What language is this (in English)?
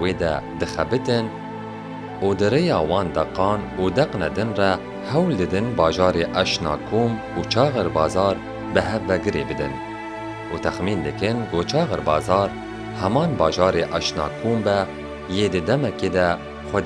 Kurdish